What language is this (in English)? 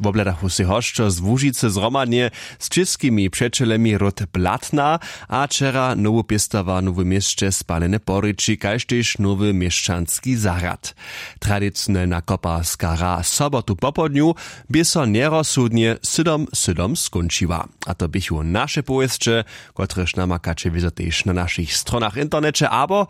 Upper Sorbian